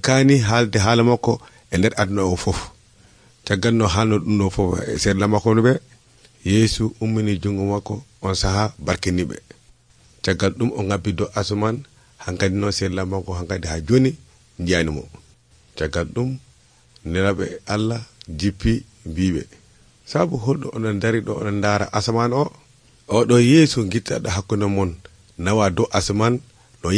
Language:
Nigerian Fulfulde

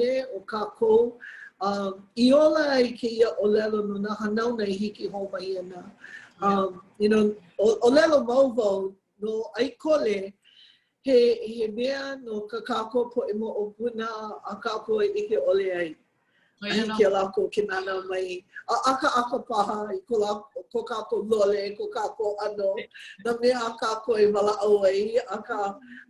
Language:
Hawaiian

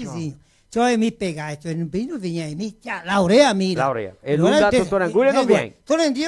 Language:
Venetian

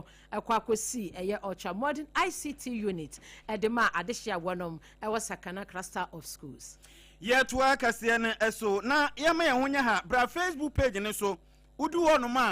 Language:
Akan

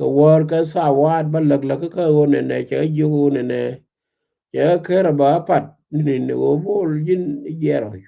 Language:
Nuer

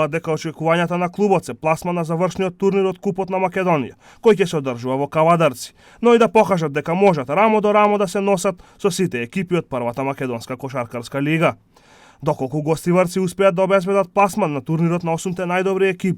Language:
Macedonian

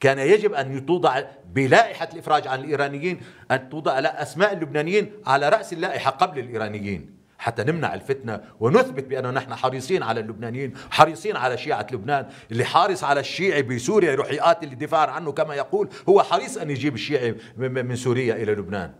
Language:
North Levantine Arabic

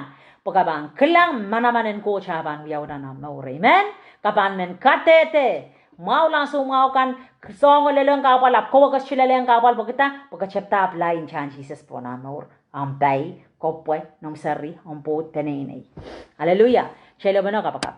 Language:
Pohnpeian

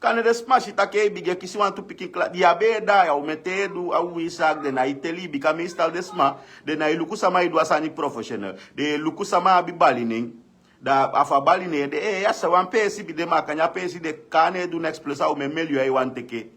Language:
Sranan Tongo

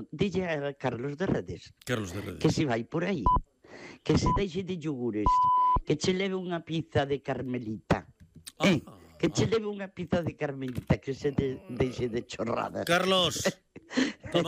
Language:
Galician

